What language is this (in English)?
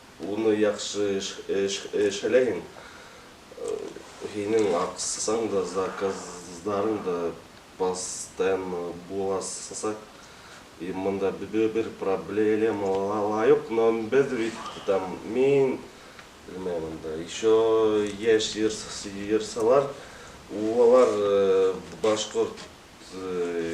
Bashkir